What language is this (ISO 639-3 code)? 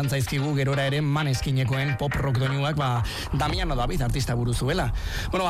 eus